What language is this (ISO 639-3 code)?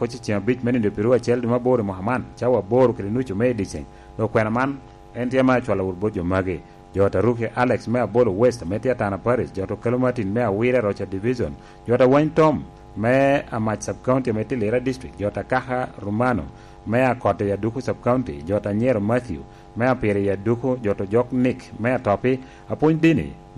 laj